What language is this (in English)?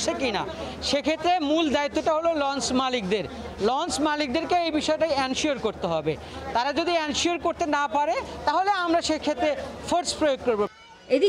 Bangla